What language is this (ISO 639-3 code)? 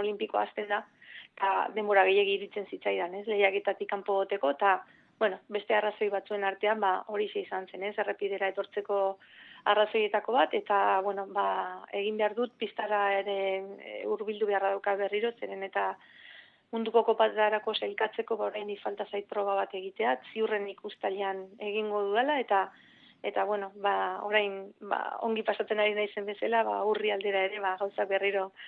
eus